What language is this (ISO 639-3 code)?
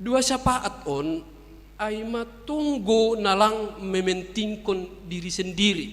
bts